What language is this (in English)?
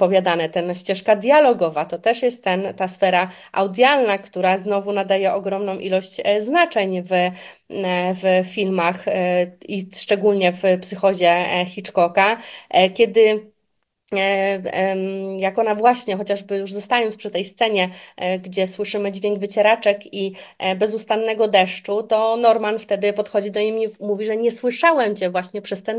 Polish